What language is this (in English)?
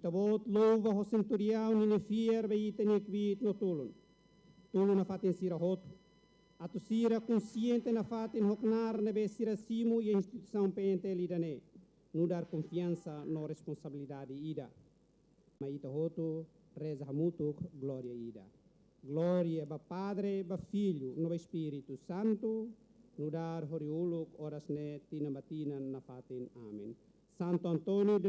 Tetum